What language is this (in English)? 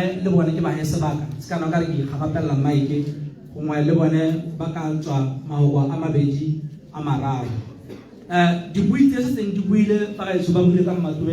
Tswana